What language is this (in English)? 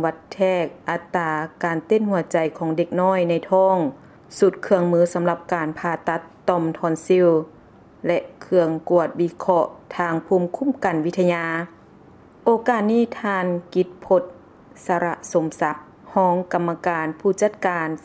Lao